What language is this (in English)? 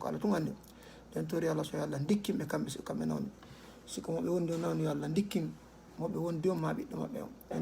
Fula